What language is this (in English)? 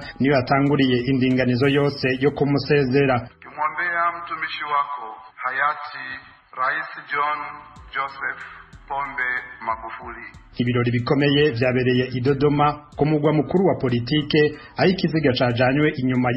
Rundi